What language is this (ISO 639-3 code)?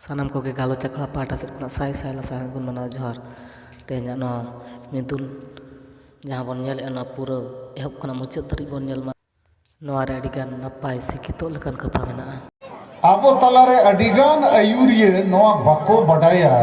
sat